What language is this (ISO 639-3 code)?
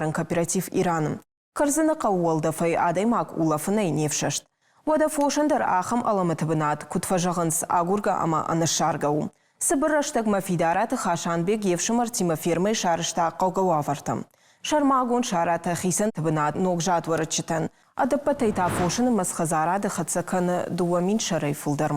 oss